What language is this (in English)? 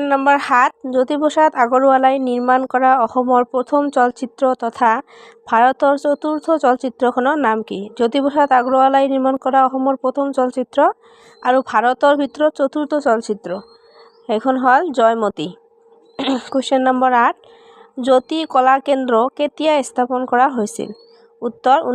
Assamese